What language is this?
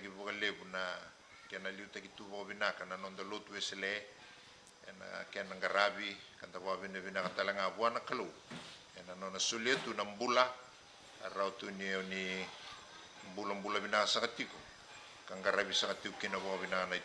Fijian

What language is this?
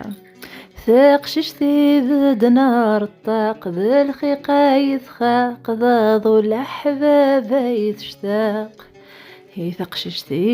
Kabyle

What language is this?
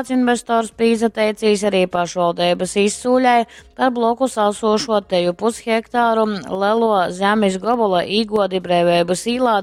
Latgalian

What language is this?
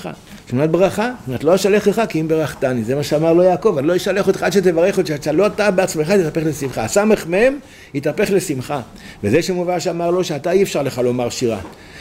Hebrew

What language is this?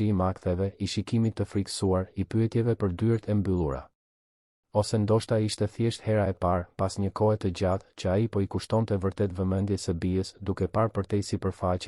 Albanian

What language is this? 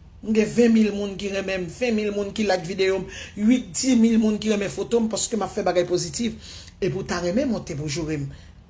Haitian Creole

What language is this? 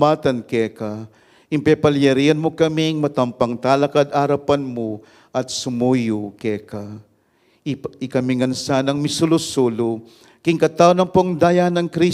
Pampanga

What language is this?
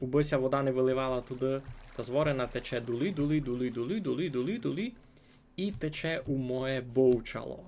Rusyn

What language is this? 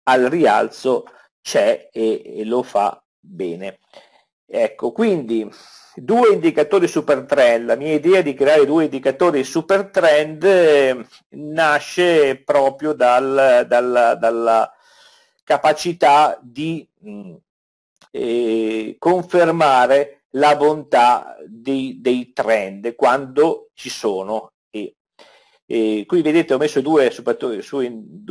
Italian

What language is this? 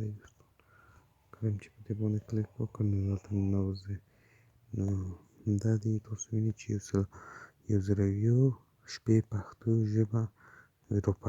Pashto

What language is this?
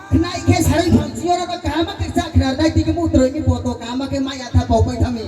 Riang (India)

